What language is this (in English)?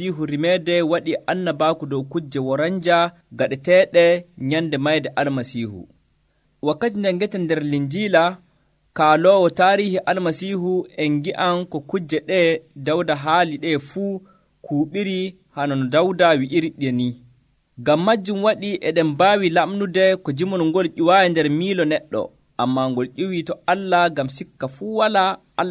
Nigerian Fulfulde